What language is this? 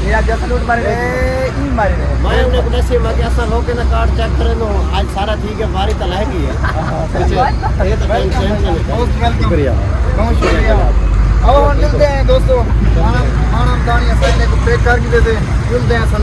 Saraiki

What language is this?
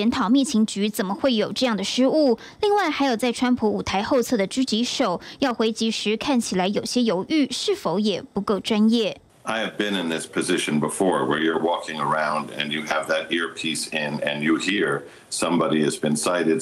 Chinese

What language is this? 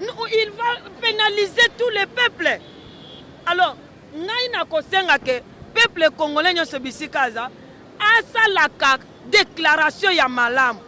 Lingala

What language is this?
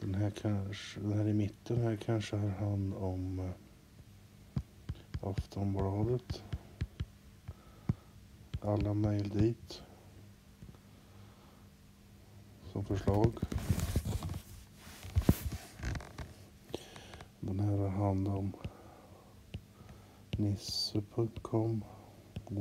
Swedish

